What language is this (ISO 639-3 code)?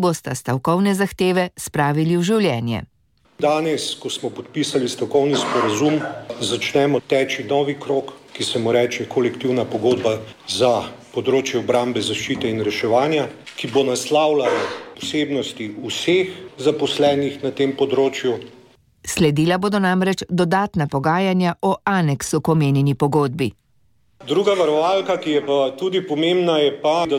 slv